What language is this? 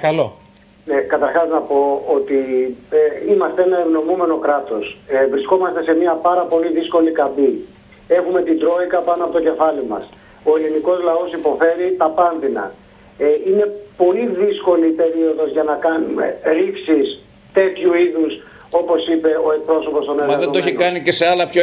Greek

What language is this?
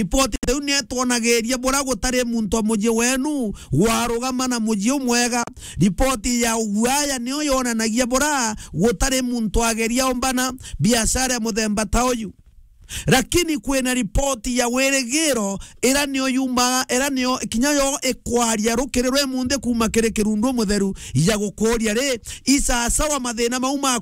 Meru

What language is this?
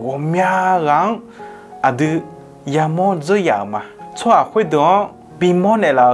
Akha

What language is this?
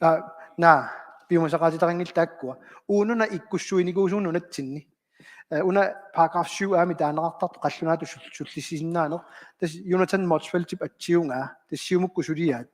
Kalaallisut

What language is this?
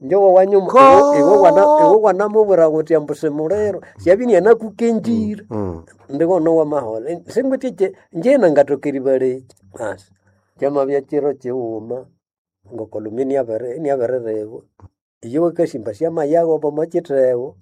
Nande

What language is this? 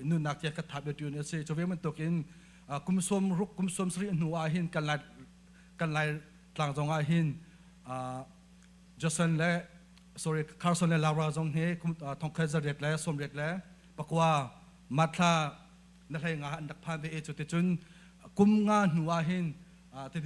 Hakha Chin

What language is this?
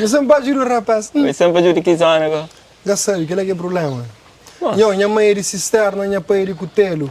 Kabuverdianu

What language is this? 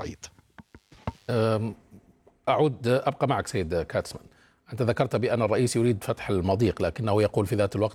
Arabic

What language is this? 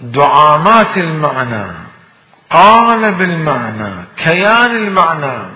Mesopotamian Arabic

